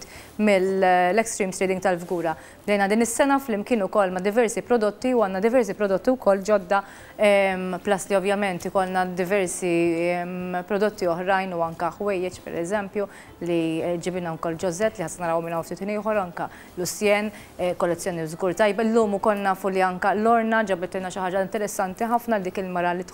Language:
Maltese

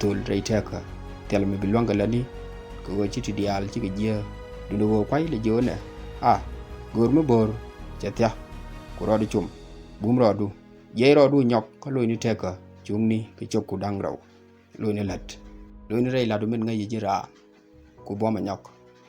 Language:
Nuer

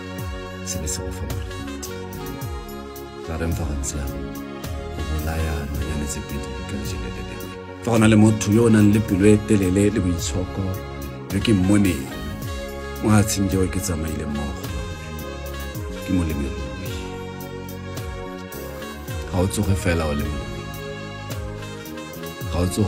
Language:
Tswana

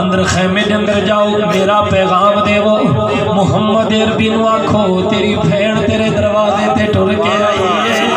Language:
Saraiki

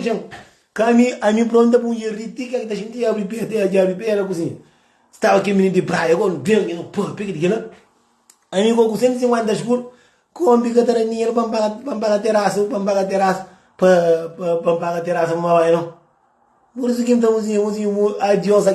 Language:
Kabuverdianu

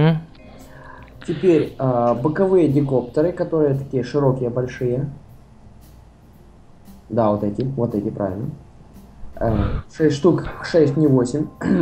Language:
Russian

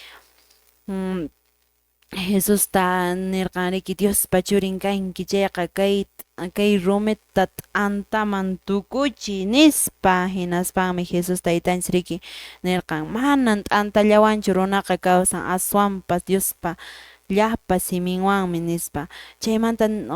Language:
Quechua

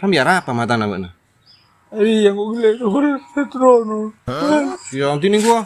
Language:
Madurese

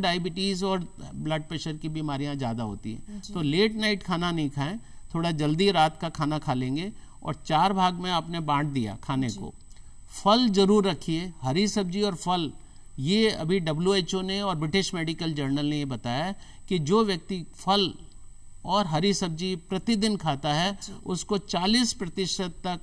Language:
Hindi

